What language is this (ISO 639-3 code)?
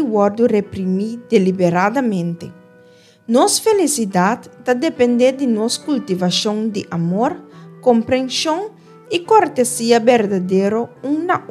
pap